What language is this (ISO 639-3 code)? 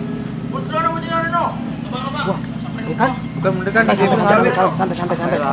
bew